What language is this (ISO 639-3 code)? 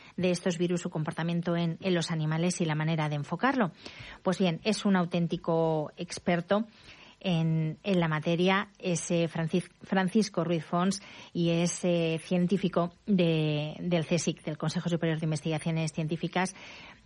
spa